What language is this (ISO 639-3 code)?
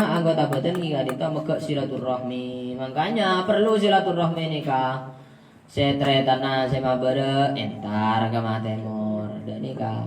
mad